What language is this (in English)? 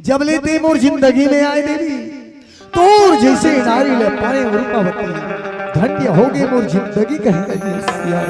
Chhattisgarhi